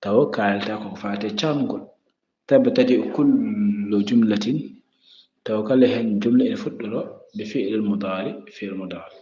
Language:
Fula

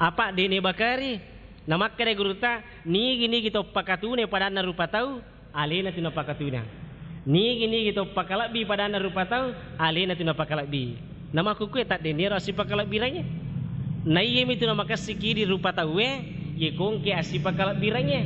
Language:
Buginese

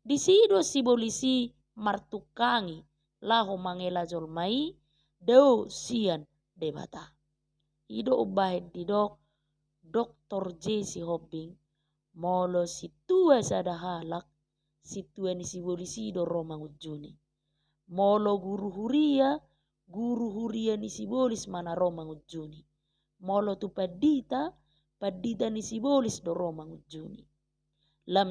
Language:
Batak Toba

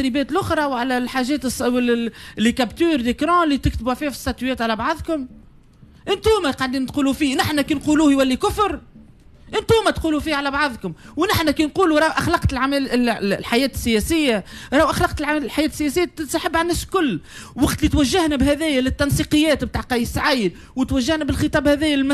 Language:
Tunisian Arabic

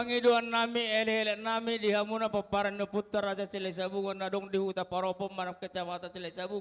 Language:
Batak Toba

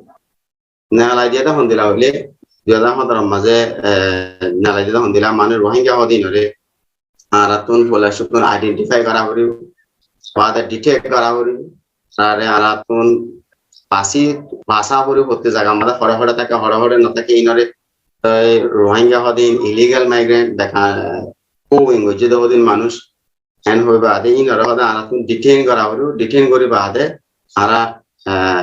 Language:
Rohingya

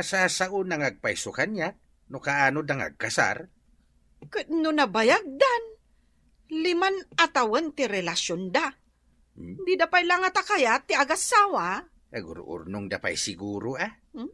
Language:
Iloko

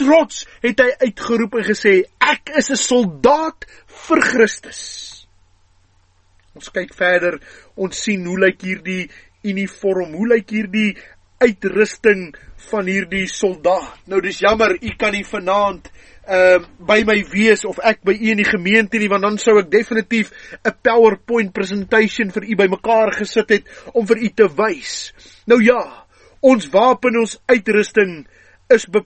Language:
Afrikaans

